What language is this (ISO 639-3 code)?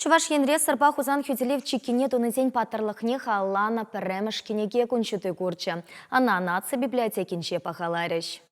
chv